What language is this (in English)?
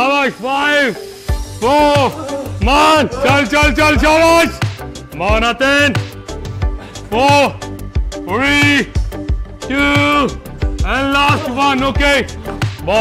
Punjabi